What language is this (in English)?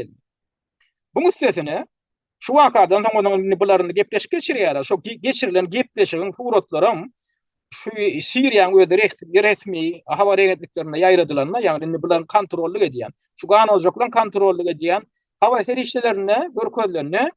Turkmen